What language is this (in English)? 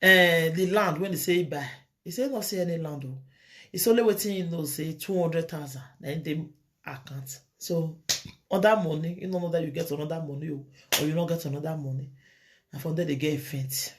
Nigerian Pidgin